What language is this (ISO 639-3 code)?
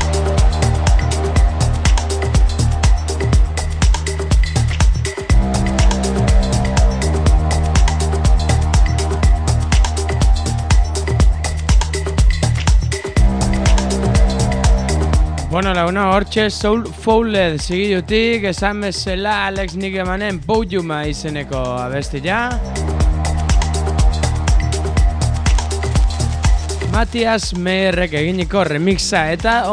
eus